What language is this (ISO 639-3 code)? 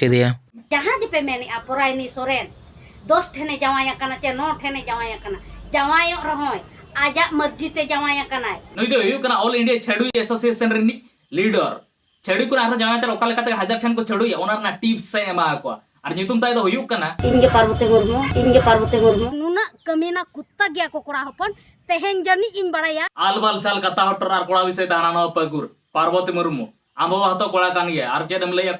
sat